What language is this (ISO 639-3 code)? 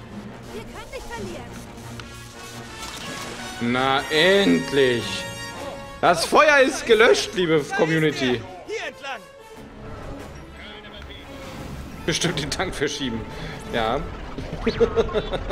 deu